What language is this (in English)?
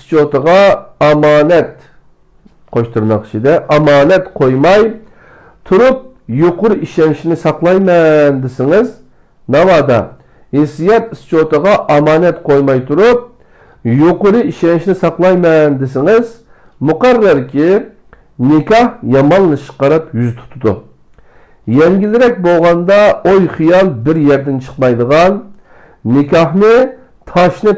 Uyghur